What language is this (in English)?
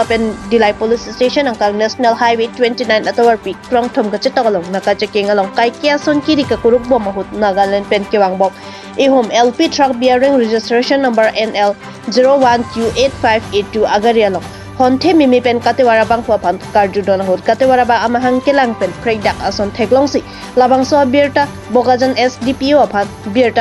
Karbi